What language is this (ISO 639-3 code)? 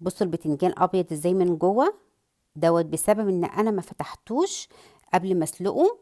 arz